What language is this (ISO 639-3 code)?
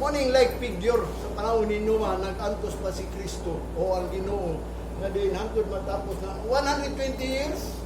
ceb